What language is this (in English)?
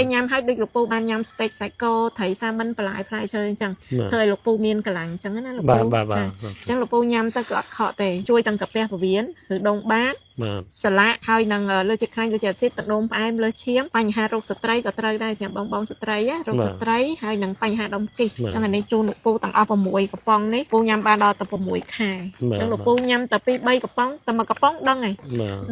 Khmer